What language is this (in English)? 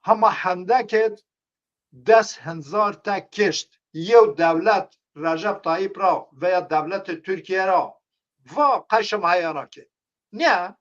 Zaza